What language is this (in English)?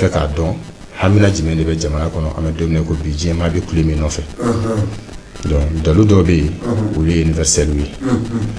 Bambara